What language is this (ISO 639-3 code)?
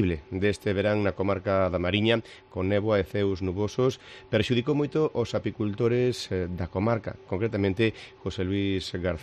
glg